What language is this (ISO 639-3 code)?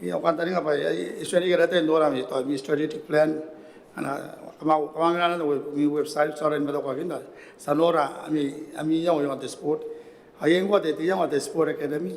gil